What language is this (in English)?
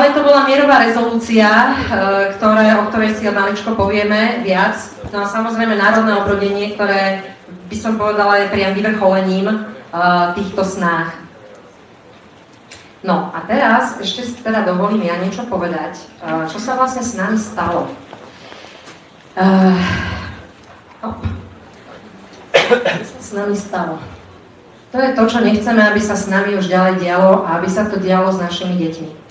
Slovak